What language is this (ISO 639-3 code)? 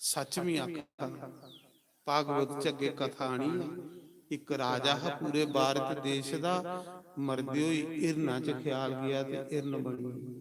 doi